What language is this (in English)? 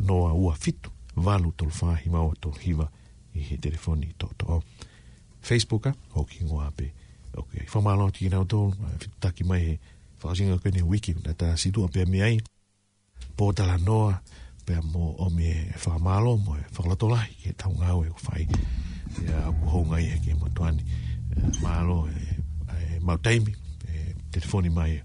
Tongan